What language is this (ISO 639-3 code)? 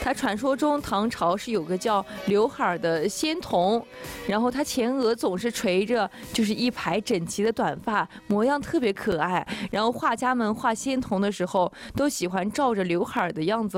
zho